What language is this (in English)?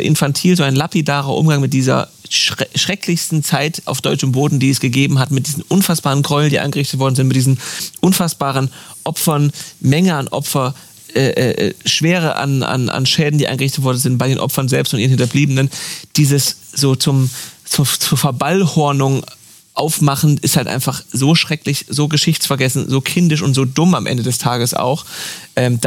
German